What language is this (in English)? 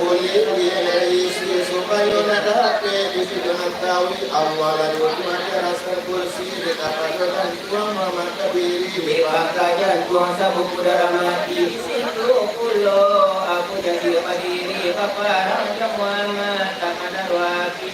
Minangkabau